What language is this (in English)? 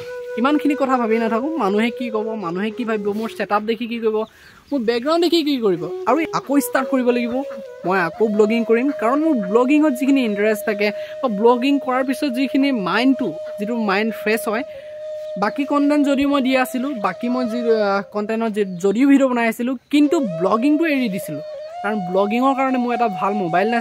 Assamese